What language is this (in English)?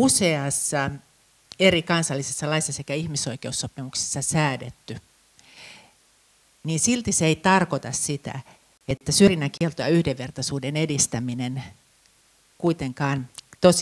Finnish